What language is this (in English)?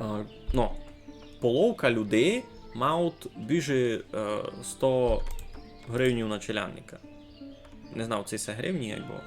Rusyn